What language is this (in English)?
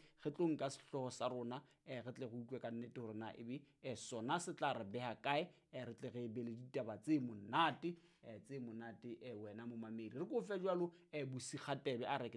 Southern Sotho